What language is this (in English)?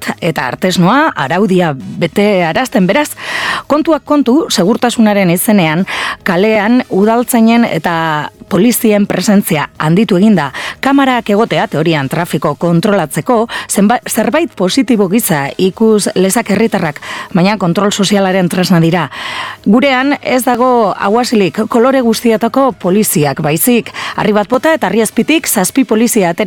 Basque